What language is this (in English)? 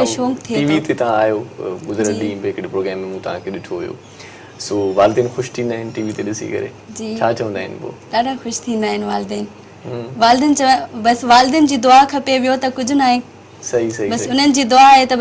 Sindhi